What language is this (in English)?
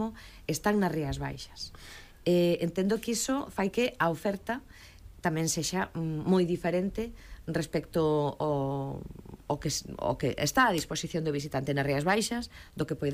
Galician